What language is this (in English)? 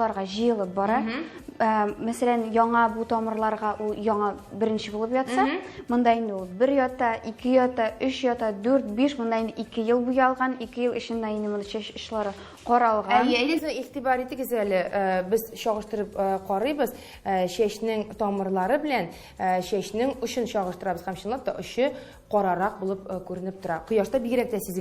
Tatar